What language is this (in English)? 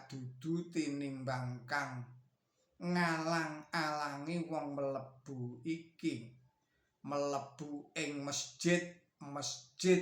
Javanese